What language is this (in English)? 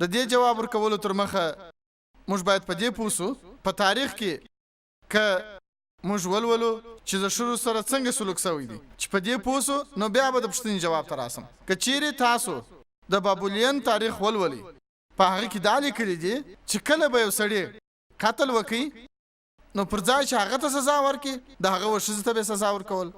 Pashto